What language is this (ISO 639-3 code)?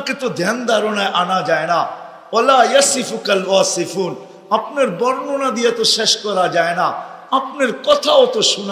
ben